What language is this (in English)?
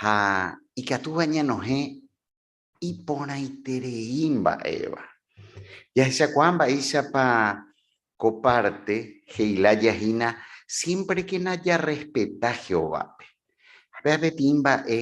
Guarani